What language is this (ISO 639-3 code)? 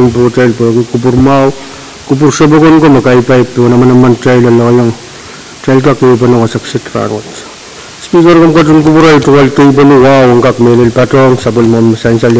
pon